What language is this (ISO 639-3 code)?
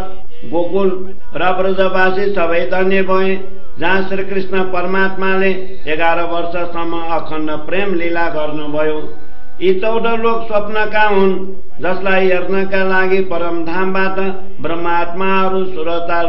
nep